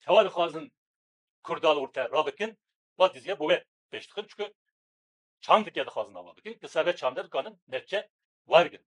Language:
Kurdish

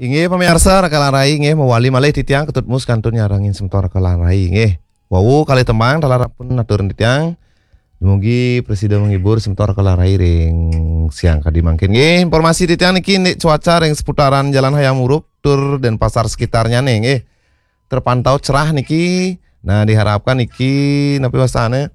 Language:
Balinese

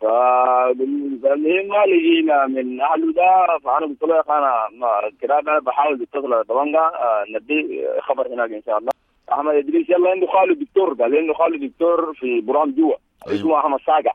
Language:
Sudanese Arabic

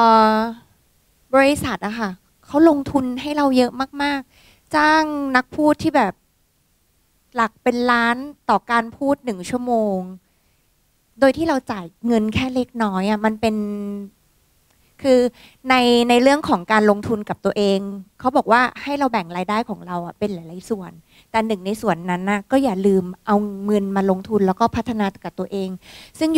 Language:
Thai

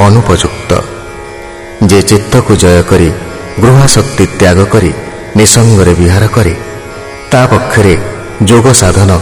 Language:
Odia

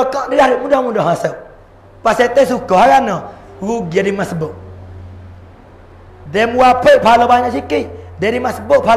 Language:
Pattani Malay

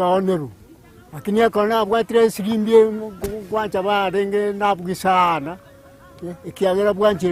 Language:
Gusii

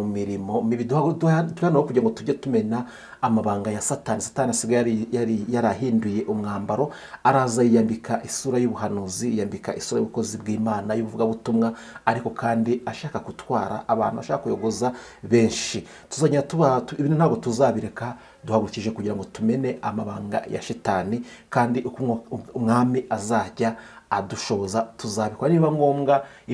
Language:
Kinyarwanda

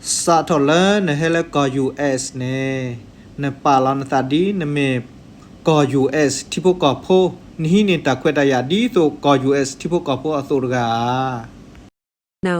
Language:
S'gaw Karen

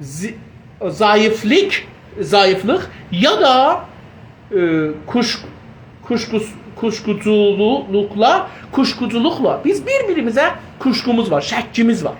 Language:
South Azerbaijani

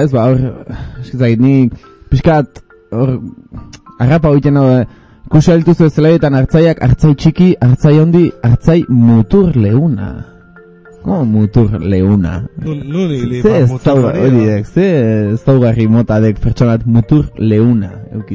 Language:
Basque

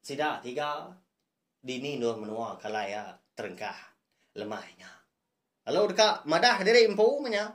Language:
Iban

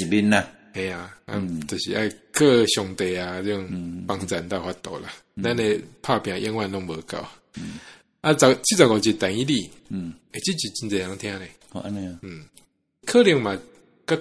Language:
Min Nan Chinese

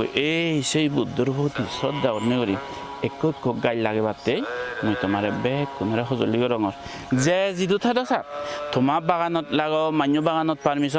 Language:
Chakma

